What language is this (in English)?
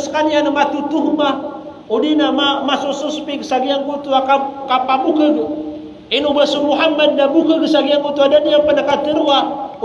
Maranao